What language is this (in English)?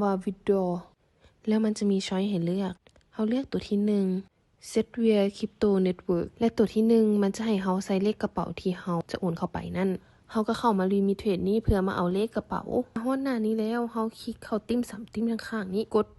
Lao